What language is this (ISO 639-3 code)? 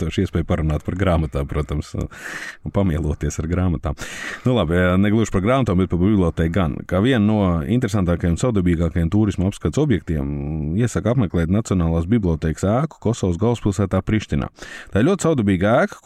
lav